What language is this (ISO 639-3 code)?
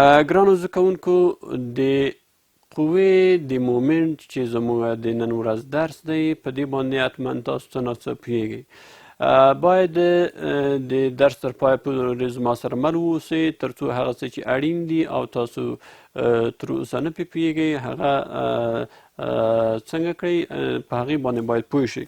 pus